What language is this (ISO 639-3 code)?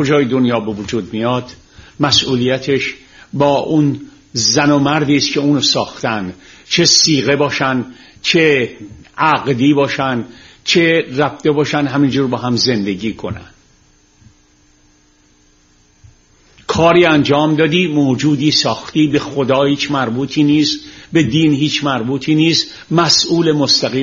fas